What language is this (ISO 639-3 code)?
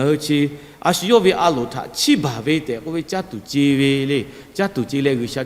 lhu